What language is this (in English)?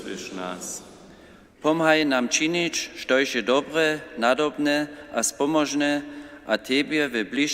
Upper Sorbian